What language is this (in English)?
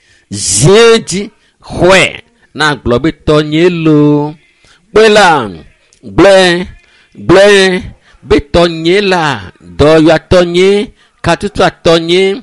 Ewe